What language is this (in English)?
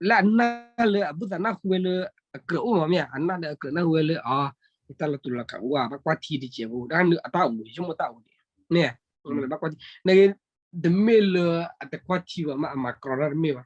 S'gaw Karen